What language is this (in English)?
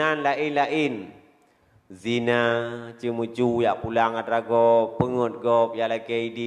Achinese